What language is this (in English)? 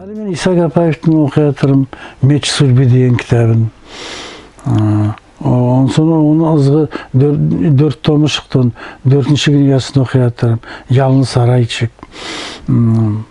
Nogai